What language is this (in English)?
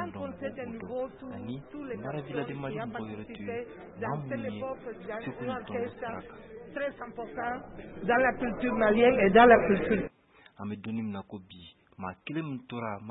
Bambara